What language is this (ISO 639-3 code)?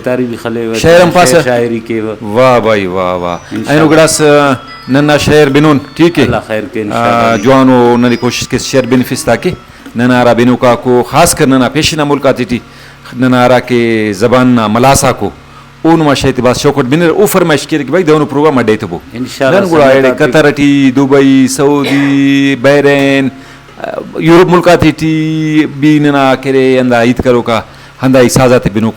brh